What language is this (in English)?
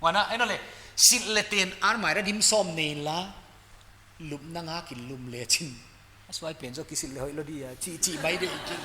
Paite Chin